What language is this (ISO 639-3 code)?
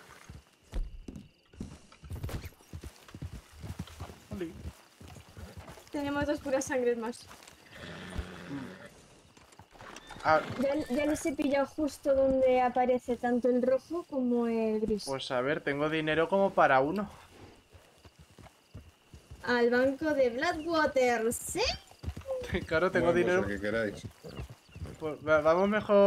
spa